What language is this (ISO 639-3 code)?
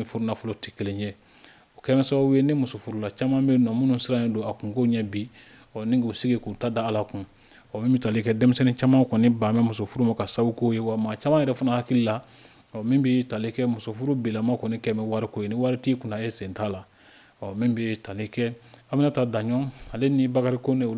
bam